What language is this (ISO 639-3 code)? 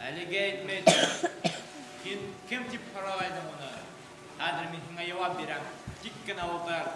bak